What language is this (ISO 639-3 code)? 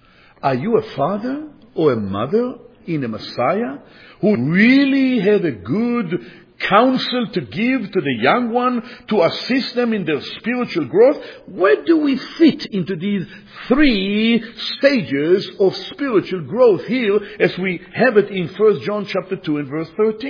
eng